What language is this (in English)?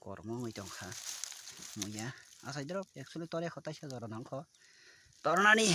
Kok Borok